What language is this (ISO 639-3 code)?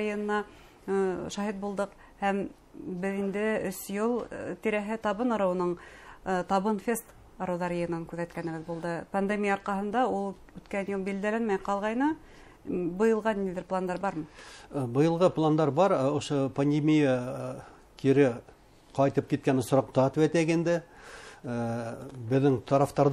bak